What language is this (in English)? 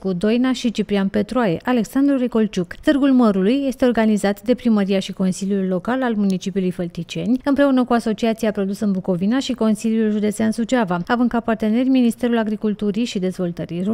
Romanian